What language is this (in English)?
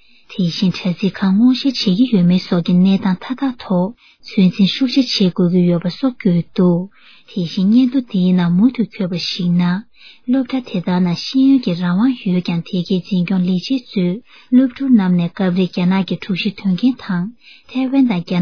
Tibetan